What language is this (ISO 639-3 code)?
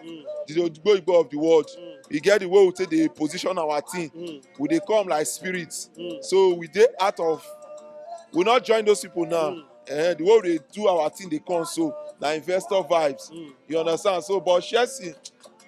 pcm